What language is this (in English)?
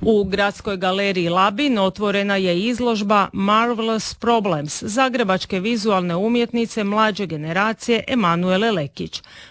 Croatian